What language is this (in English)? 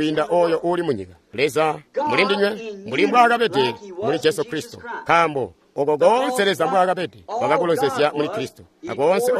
Tonga (Zambia)